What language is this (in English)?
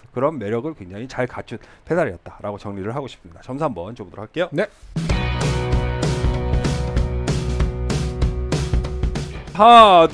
Korean